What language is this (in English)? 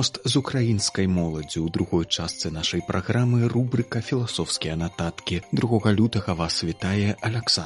Belarusian